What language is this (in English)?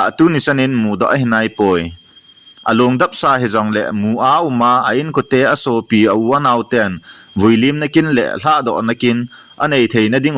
Thado Chin